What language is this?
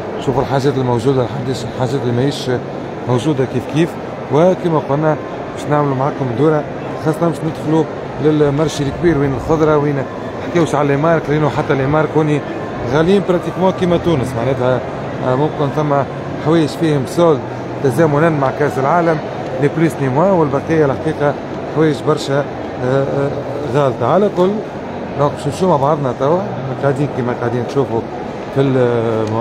Tunisian Arabic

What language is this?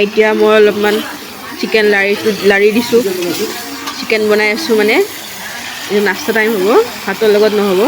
Assamese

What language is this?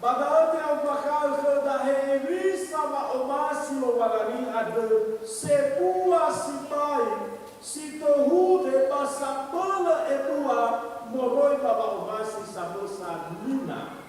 Nias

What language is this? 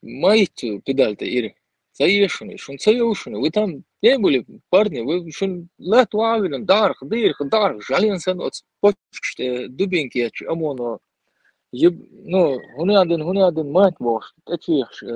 Chechen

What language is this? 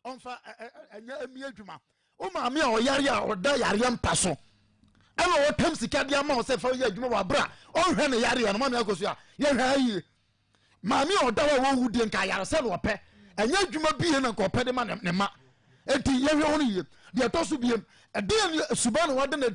Akan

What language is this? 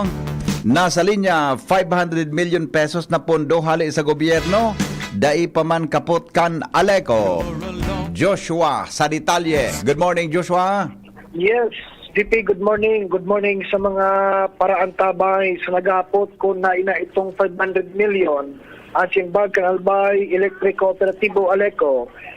Bikol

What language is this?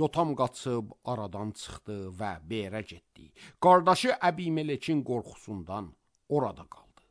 Azerbaijani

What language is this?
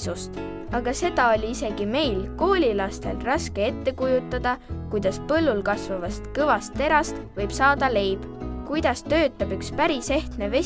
Estonian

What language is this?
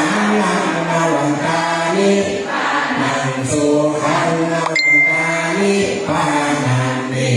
Pali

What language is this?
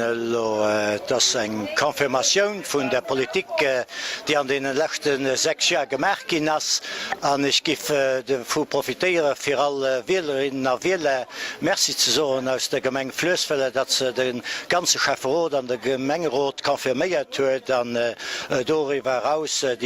Luxembourgish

